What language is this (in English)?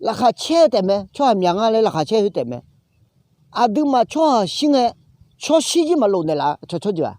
Akha